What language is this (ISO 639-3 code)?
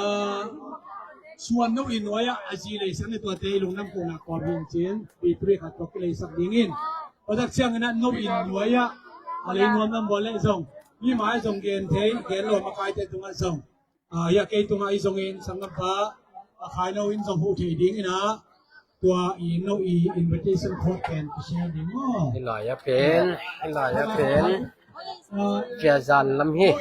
ctd